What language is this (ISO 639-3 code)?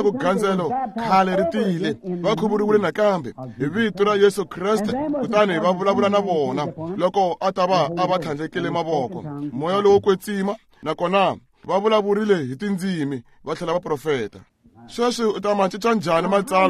tso